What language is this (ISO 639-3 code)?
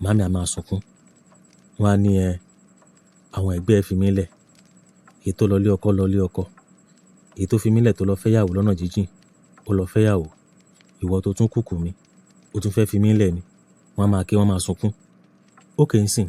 yor